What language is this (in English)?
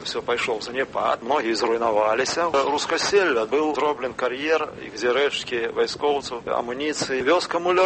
Belarusian